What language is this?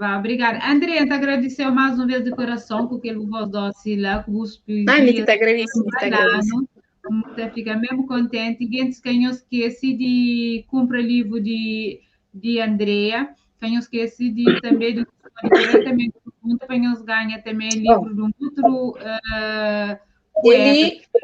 Kabuverdianu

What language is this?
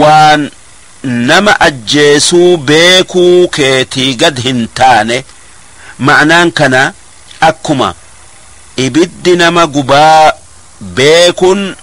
Oromo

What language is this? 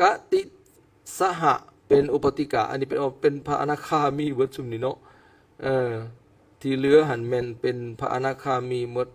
Lao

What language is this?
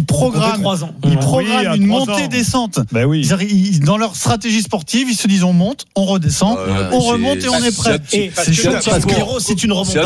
French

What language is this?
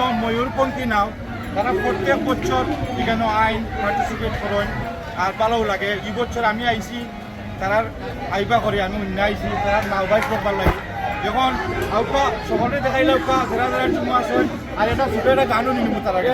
Sylheti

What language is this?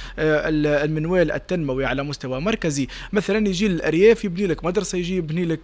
Tunisian Arabic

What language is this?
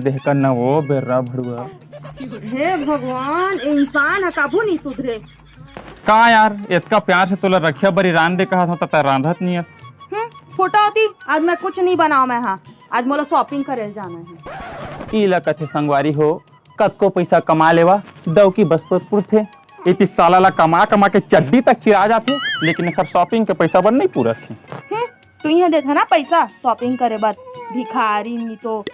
Chhattisgarhi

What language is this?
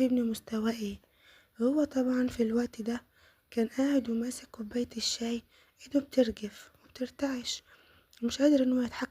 Egyptian Arabic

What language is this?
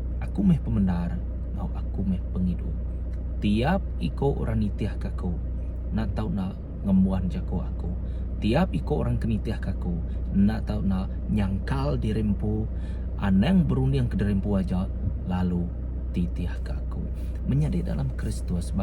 Iban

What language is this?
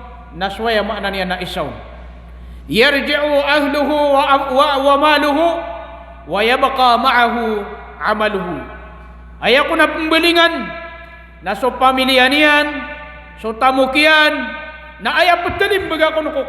Maranao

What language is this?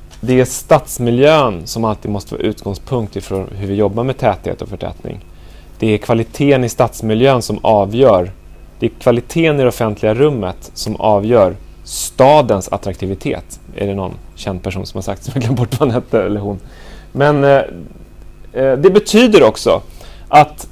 Swedish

